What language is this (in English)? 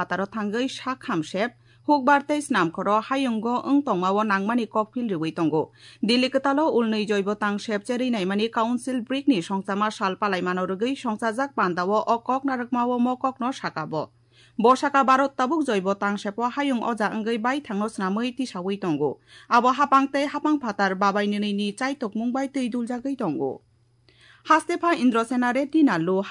Kok Borok